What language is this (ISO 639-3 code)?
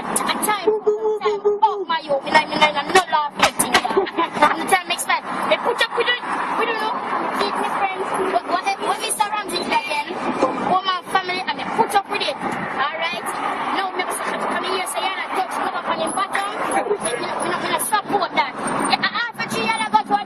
jam